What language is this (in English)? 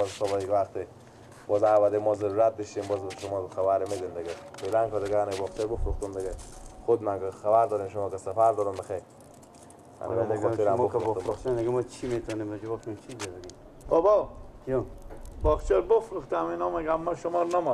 Persian